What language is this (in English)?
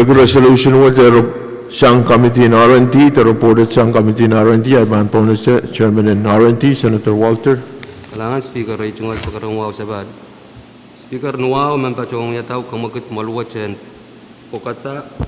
Pohnpeian